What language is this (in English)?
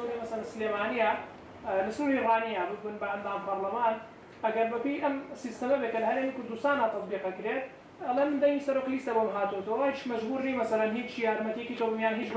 Central Kurdish